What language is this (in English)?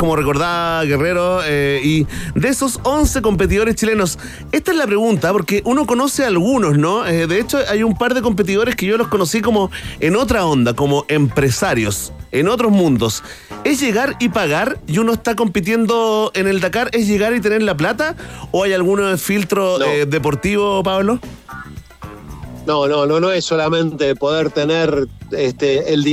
Spanish